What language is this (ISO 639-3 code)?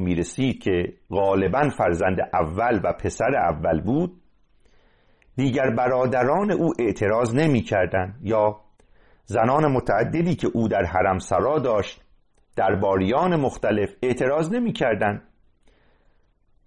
fas